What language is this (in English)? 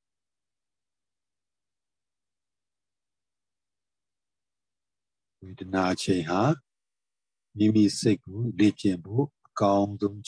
Burmese